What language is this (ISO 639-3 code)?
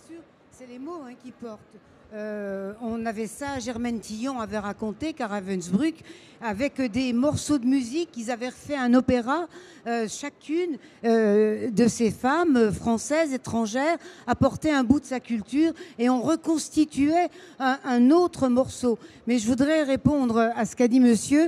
fra